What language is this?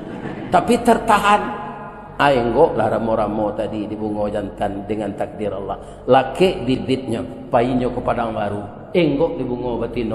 Minangkabau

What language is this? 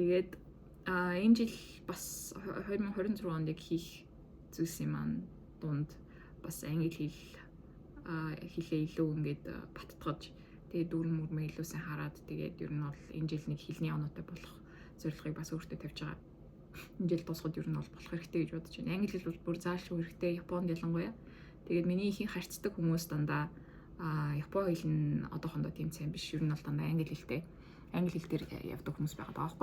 Mongolian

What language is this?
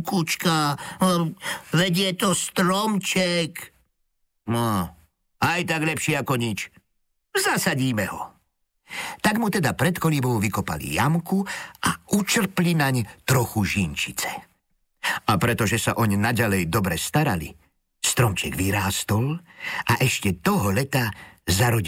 Slovak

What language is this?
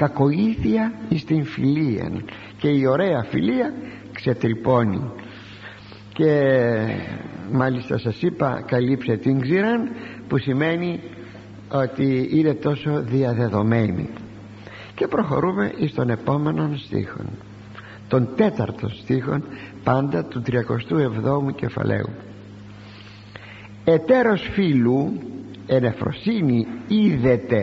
Greek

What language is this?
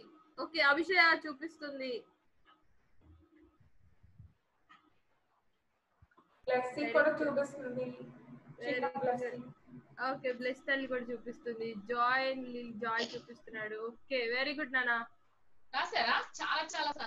Telugu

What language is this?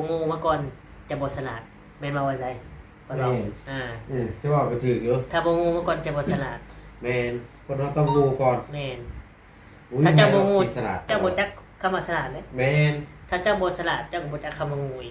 Northeastern Thai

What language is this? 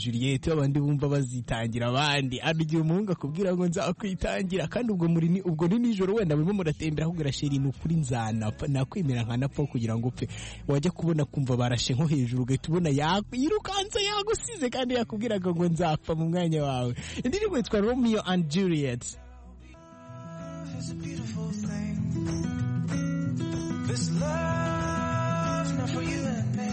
Kinyarwanda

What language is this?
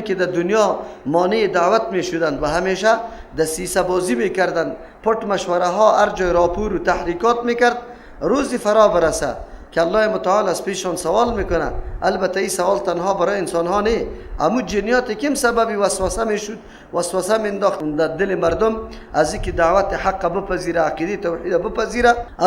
Persian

